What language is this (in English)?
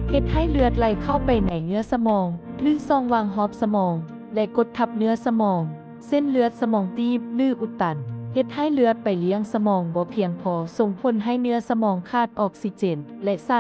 Lao